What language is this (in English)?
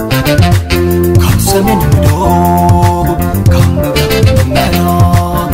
Tigrinya